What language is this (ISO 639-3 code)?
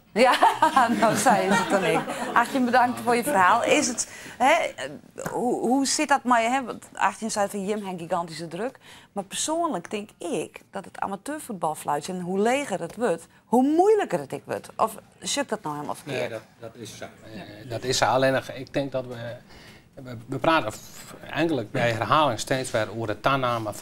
fry